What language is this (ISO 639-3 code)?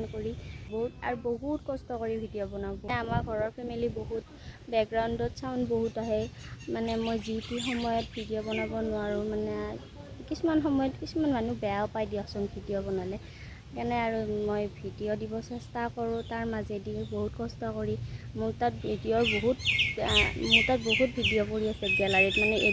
asm